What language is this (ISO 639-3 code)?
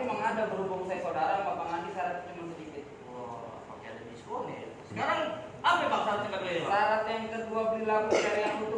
bew